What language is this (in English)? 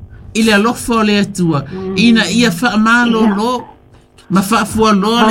Samoan